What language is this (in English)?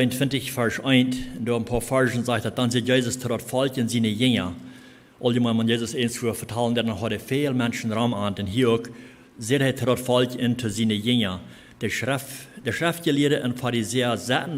Plautdietsch